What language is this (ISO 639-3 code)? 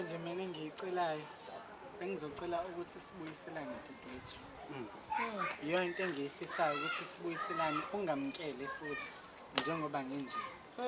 zul